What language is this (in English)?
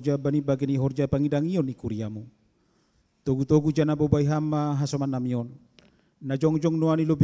Batak Simalungun